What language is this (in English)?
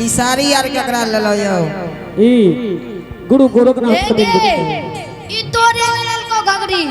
Angika